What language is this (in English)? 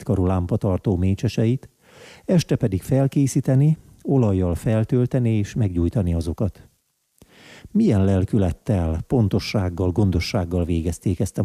Hungarian